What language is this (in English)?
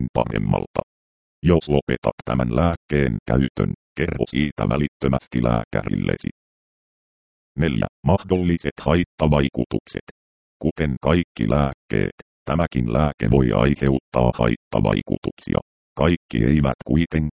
Finnish